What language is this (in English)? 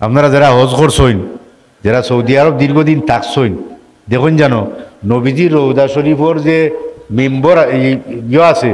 Sylheti